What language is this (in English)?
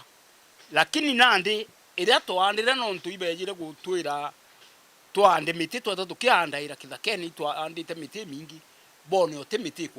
Meru